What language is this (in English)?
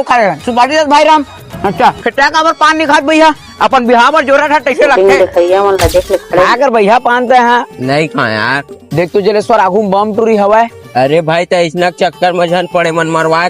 Chhattisgarhi